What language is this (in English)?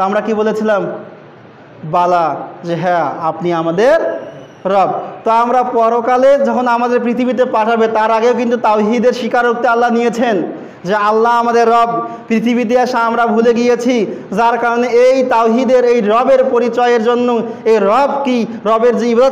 Bangla